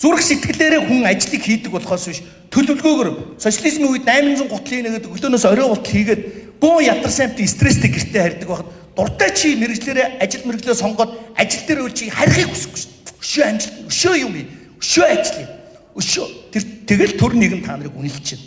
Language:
Mongolian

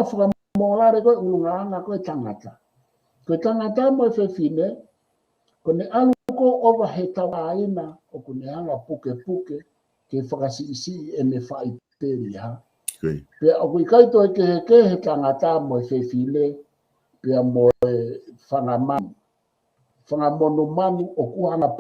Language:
Tongan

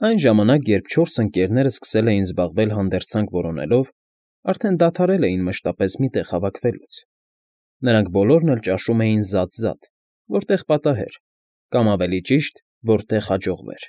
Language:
Armenian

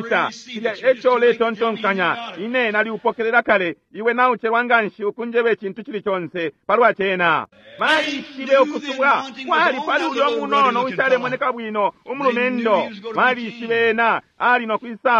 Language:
Bemba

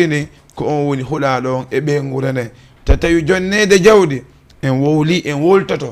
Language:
Fula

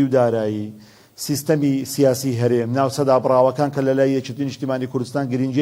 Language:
Central Kurdish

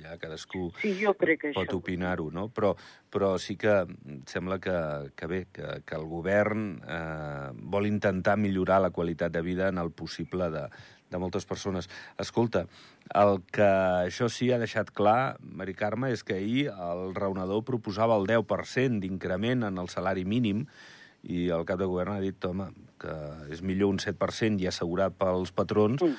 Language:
Catalan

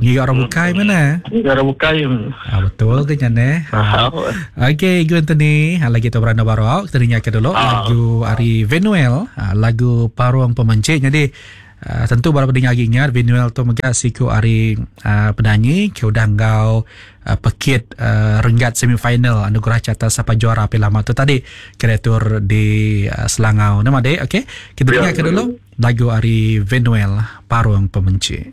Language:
Iban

